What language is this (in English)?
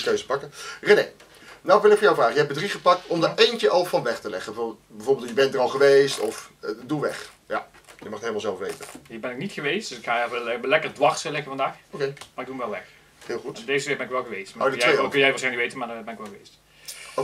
Dutch